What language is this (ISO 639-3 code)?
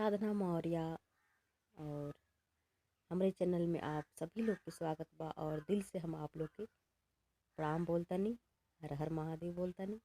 bho